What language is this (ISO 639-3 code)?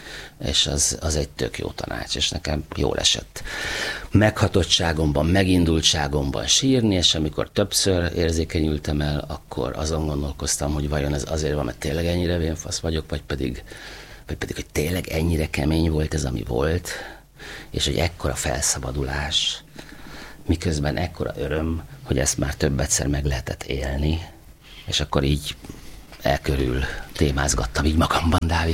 hun